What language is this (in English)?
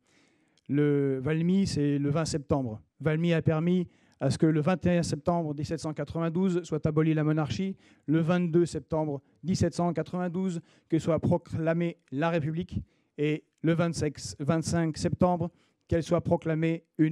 French